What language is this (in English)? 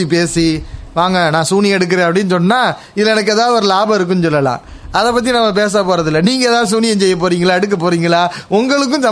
Tamil